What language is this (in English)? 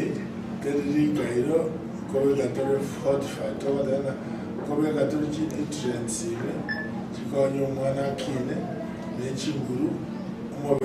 Gusii